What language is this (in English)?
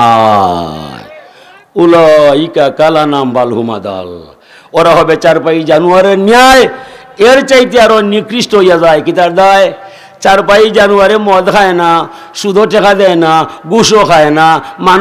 Sylheti